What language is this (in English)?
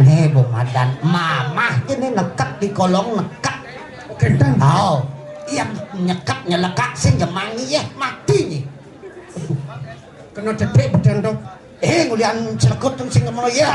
Balinese